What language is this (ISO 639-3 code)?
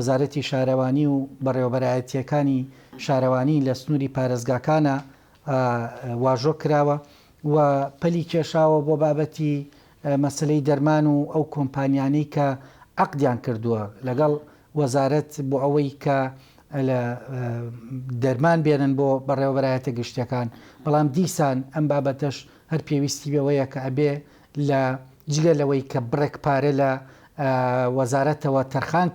ckb